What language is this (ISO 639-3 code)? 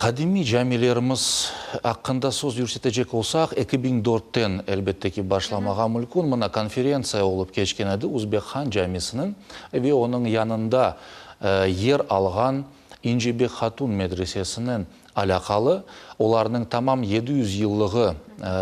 crh